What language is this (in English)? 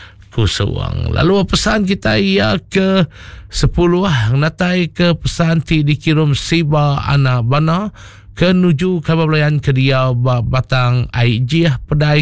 Iban